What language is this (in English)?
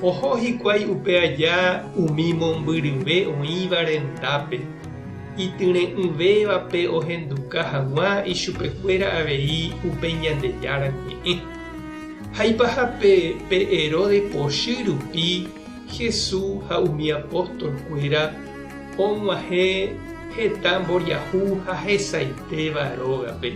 Guarani